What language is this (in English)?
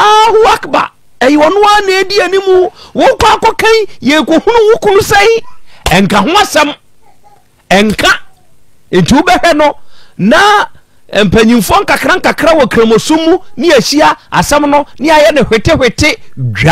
Akan